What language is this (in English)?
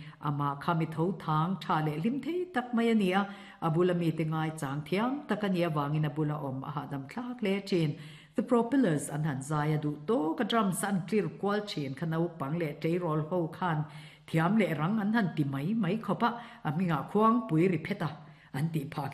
Mizo